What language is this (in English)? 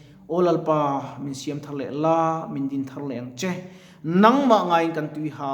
Mizo